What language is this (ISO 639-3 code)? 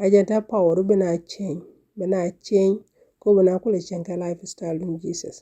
nus